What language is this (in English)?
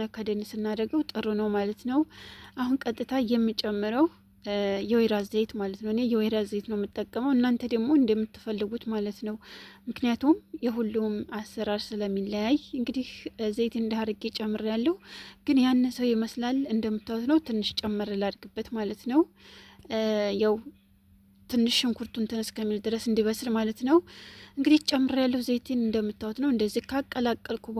Amharic